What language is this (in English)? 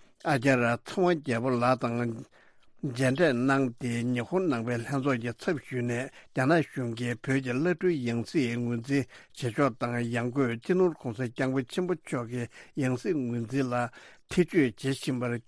Tibetan